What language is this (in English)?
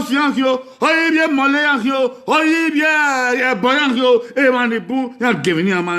Bini